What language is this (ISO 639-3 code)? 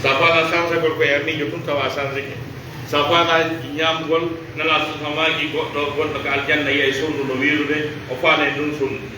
ful